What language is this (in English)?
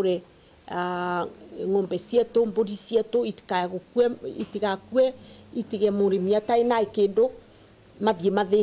Meru